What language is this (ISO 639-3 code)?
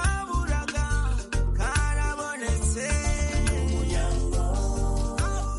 kin